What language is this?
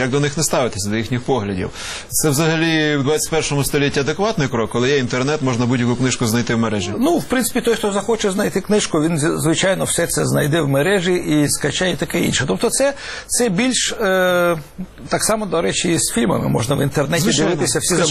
Ukrainian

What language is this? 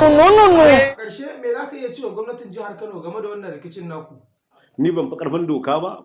Hausa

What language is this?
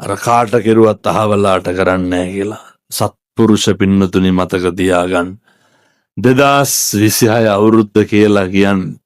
Sinhala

